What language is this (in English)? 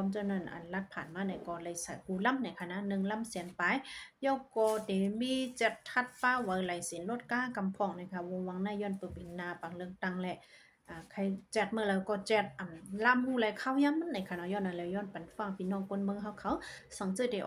Shan